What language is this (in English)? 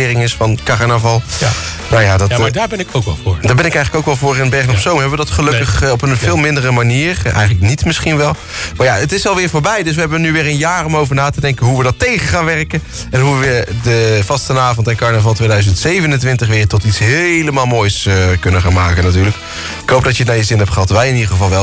Dutch